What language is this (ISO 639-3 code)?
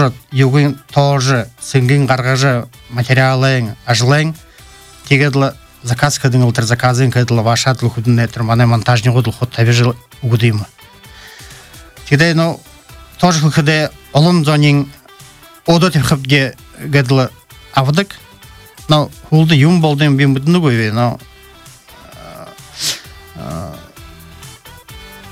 bua